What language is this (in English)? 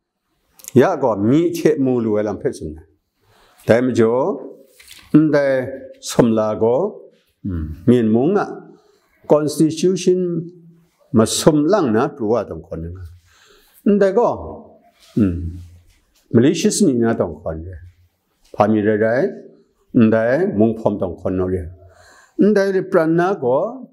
Kachin